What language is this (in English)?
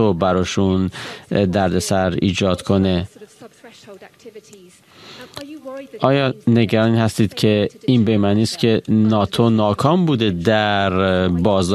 Persian